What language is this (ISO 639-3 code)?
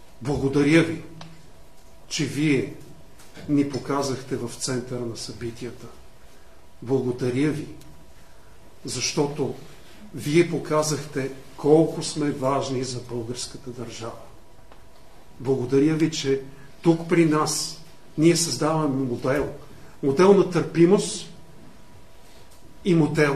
bul